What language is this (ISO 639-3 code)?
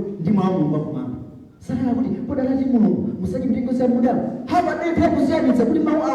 nya